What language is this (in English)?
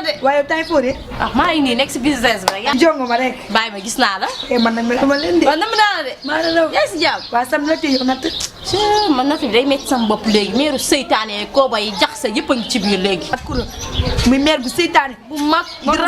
Wolof